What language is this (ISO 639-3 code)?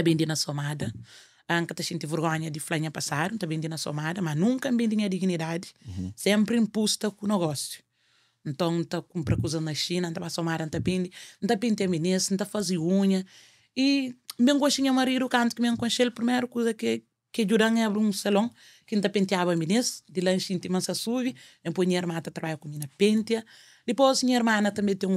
kea